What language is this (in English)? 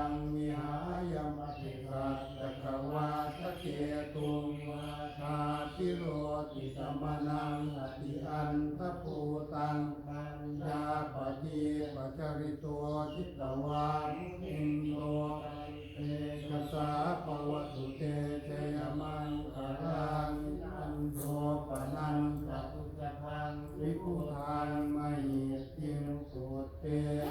Pali